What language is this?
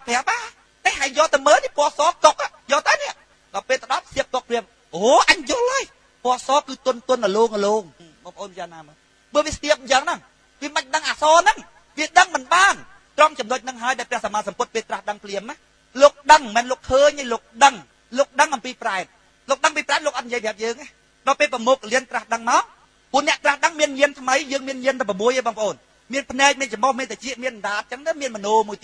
Khmer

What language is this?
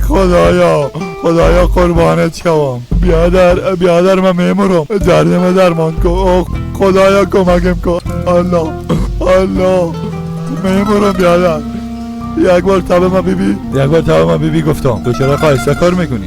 Persian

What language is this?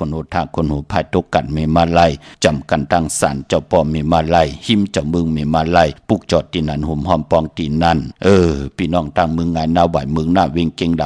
Shan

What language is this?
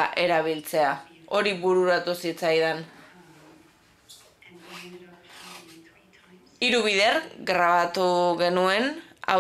Basque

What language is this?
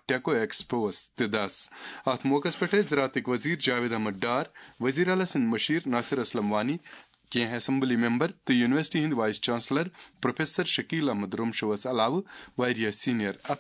Kashmiri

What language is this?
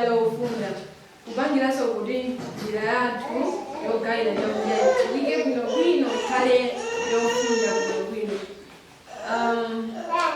Nyanja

